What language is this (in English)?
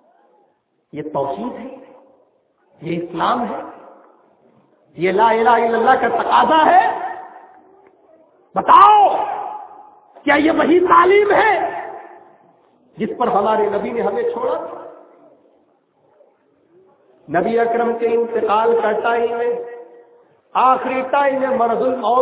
Urdu